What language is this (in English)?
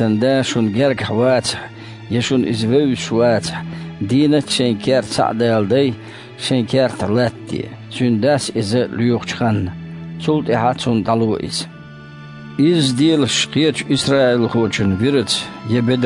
Chechen